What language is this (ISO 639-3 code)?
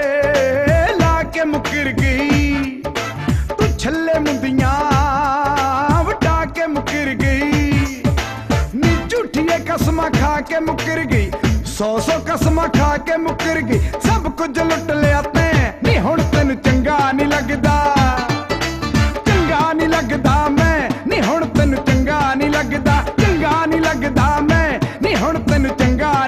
pan